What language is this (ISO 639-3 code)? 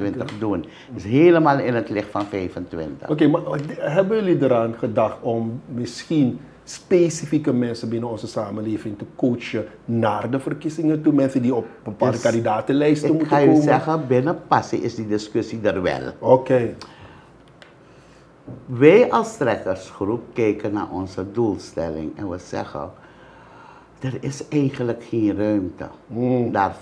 nld